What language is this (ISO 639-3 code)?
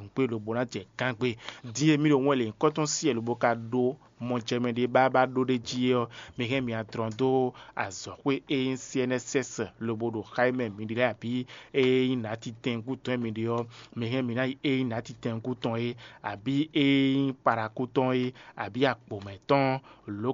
fon